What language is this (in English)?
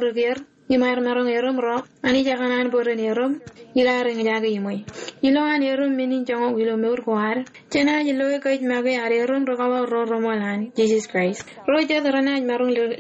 Marshallese